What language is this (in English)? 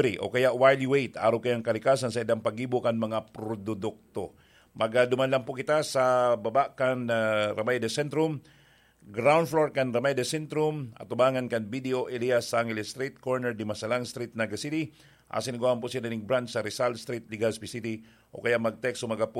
Bikol